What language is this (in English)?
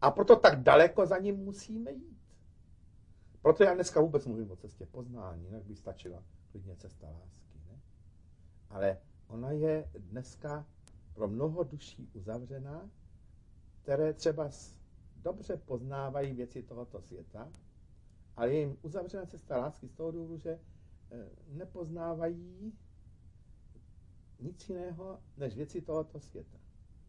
Czech